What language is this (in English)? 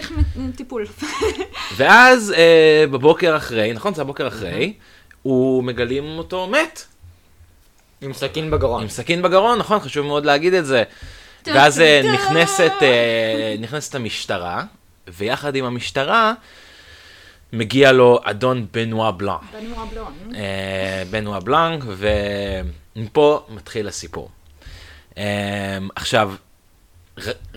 Hebrew